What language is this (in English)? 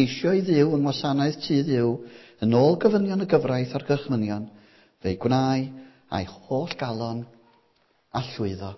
Welsh